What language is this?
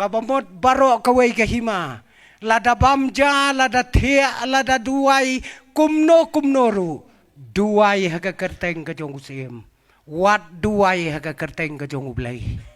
Khasi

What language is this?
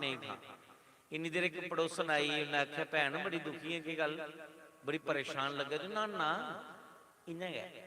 Dogri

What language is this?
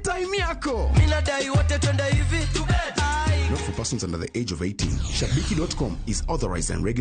Luo (Kenya and Tanzania)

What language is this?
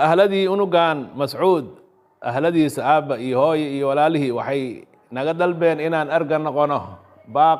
Somali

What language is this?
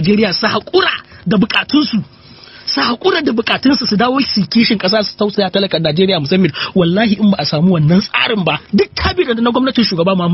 Hausa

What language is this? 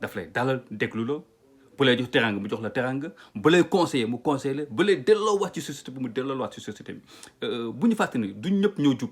Wolof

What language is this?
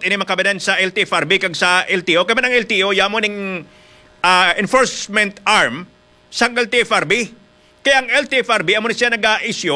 Hiligaynon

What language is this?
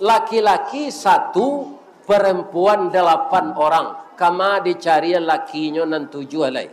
Minangkabau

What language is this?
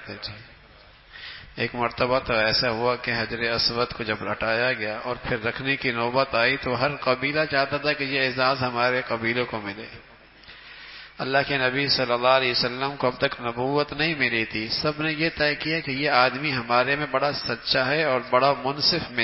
Urdu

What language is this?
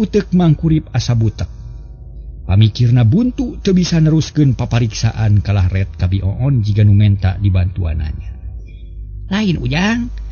Sundanese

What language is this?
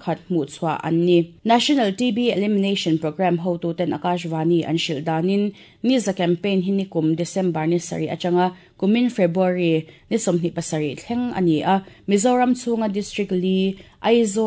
Mizo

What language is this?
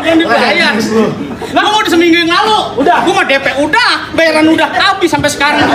Betawi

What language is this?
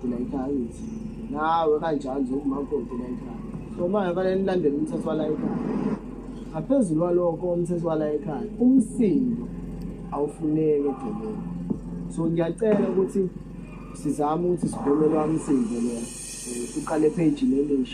Zulu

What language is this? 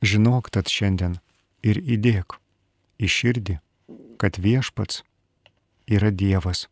Lithuanian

